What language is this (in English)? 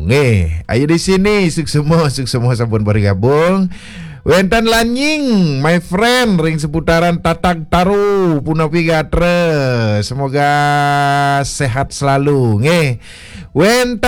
Balinese